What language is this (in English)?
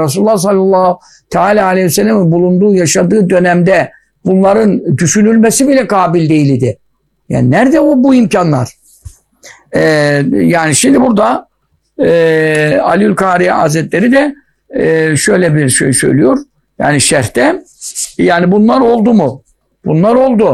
Turkish